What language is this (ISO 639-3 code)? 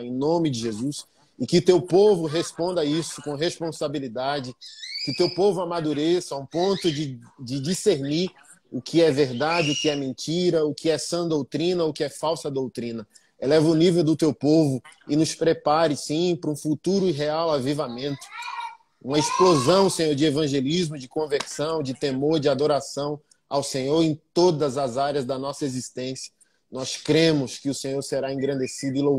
por